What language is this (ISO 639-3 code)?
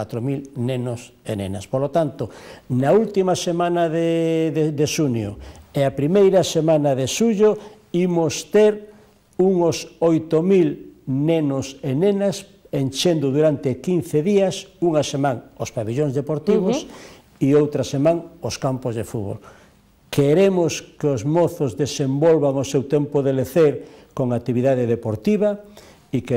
glg